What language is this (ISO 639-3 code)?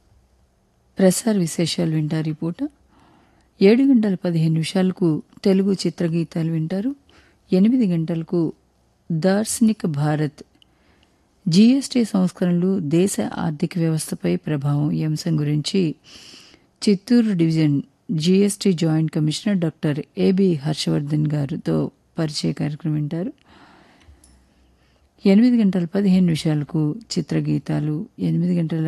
tel